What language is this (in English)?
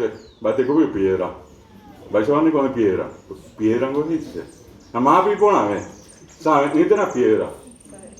Guarani